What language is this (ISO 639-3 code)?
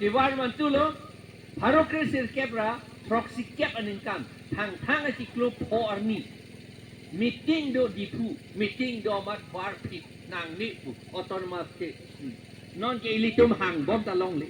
mjw